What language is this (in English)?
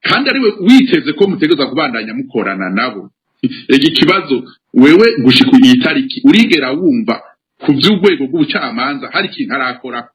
Rundi